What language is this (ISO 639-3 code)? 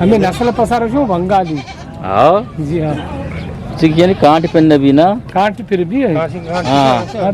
bgp